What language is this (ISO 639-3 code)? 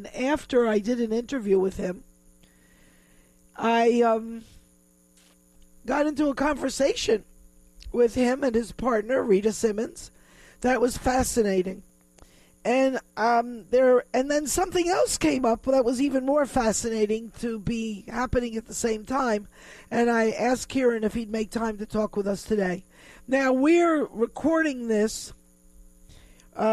eng